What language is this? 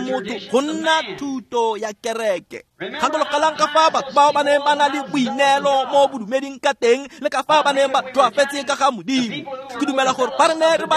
Tswana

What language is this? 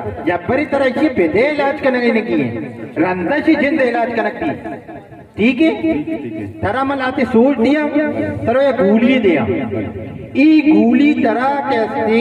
Baluchi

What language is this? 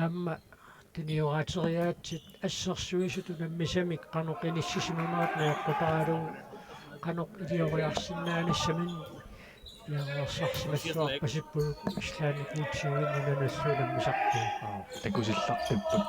Kalaallisut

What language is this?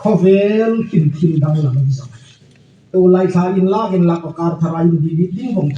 Hmar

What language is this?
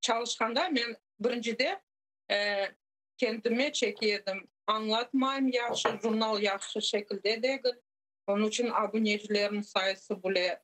Crimean Tatar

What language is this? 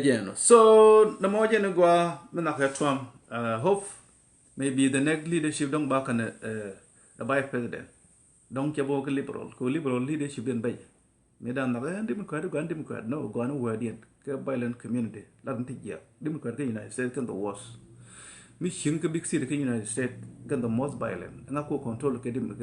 Nuer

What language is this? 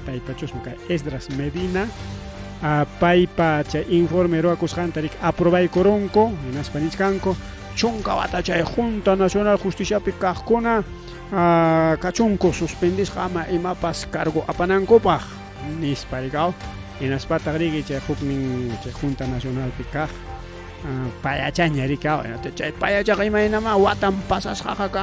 Ayacucho Quechua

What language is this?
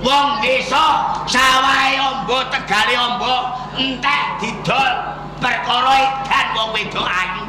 Javanese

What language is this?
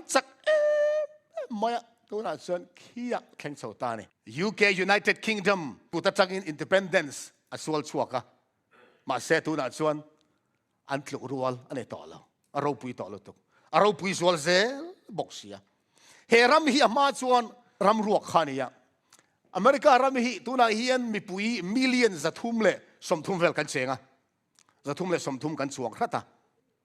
Mizo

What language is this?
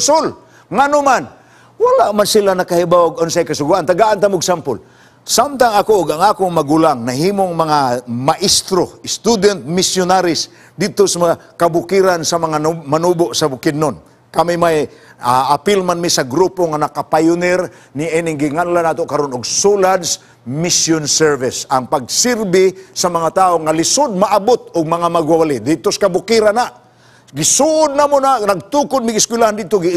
Cebuano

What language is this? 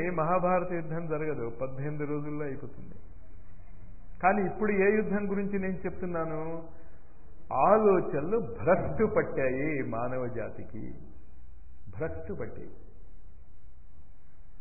Telugu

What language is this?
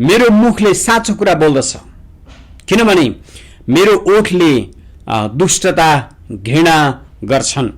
Nepali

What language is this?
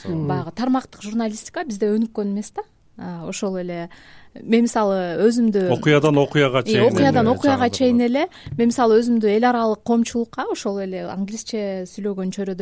Kyrgyz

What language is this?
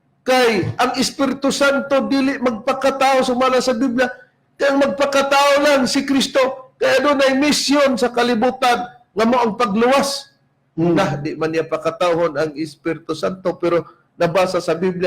Cebuano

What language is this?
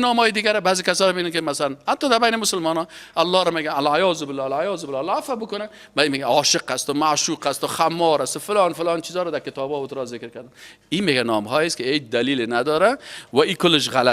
Persian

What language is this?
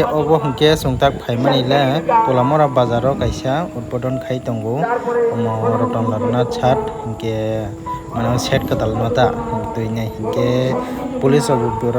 Kok Borok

